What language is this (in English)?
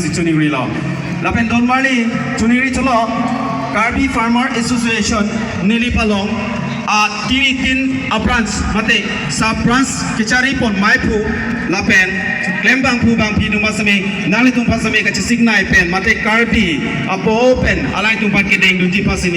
Karbi